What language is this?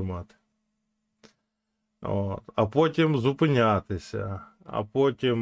Ukrainian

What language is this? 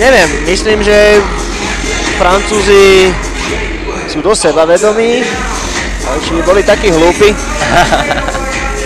Slovak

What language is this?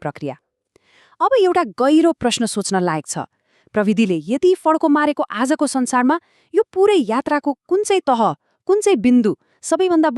Nepali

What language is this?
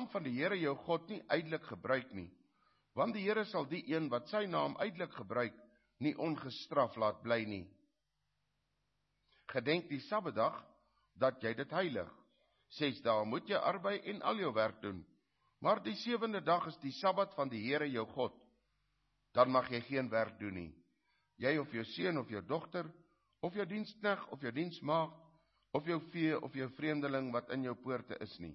Afrikaans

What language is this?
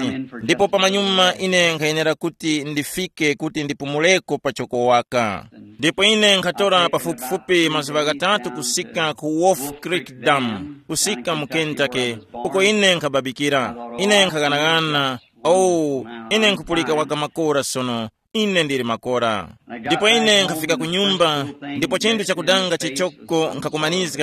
Tumbuka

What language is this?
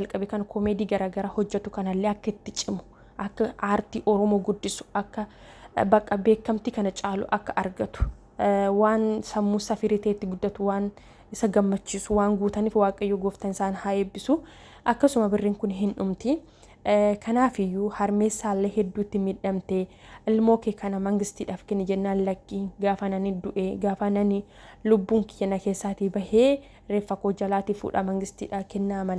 Oromo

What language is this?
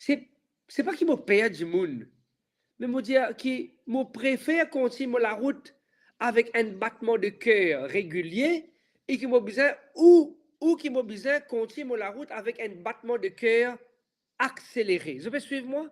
Morisyen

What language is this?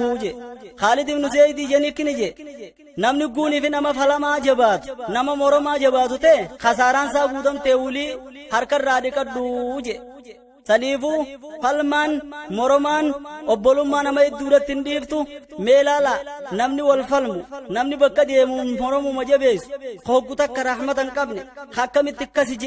Oromo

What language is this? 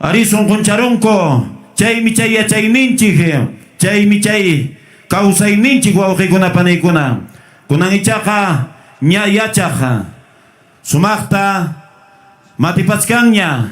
Ayacucho Quechua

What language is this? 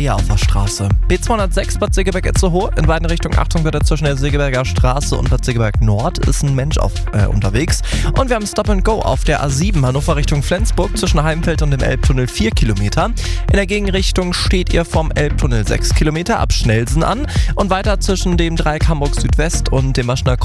German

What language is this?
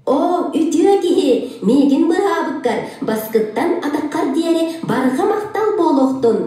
Yakut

